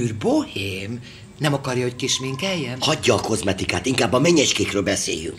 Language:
Hungarian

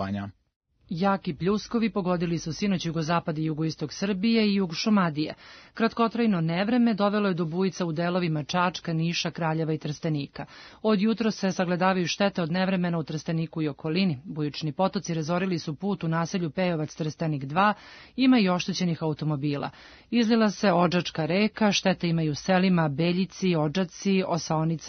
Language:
Serbian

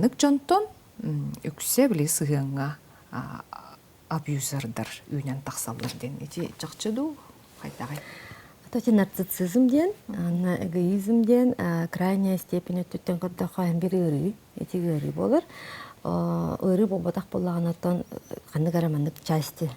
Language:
Yakut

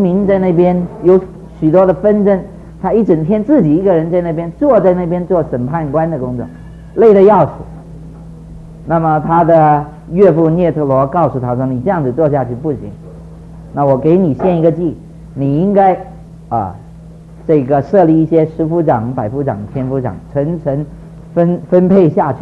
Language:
Chinese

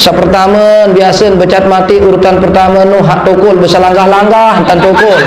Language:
Sasak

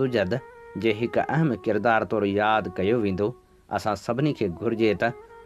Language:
Sindhi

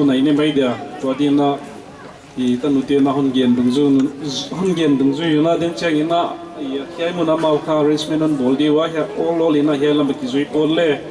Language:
Paite Chin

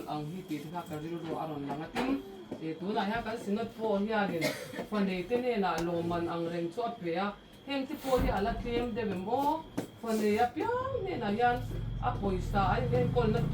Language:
Mizo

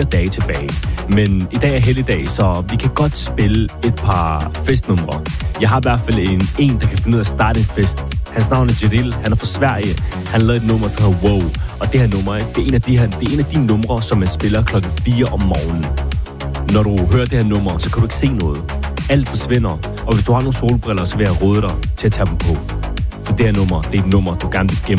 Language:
Danish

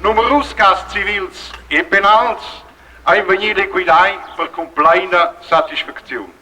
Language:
Romansh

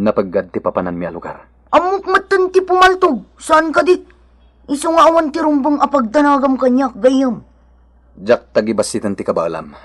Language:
Iloko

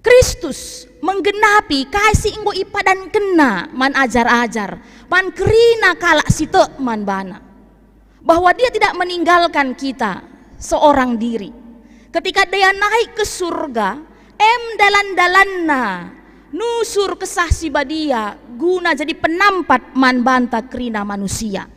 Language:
Batak Karo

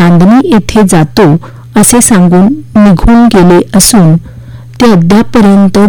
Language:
Marathi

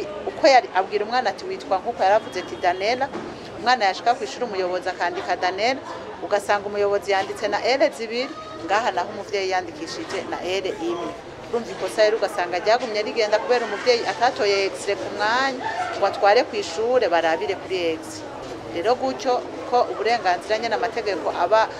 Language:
Rundi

